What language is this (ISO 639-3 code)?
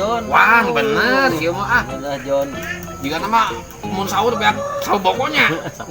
sun